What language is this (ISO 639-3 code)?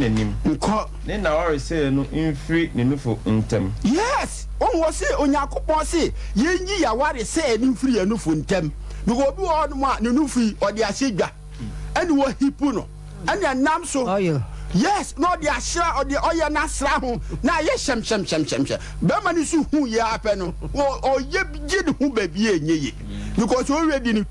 aka